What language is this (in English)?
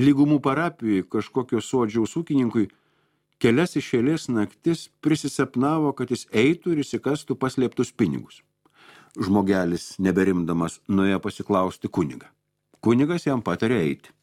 Lithuanian